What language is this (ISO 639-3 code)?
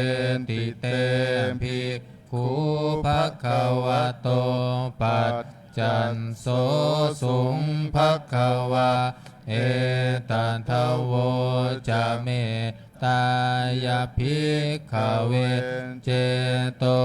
pli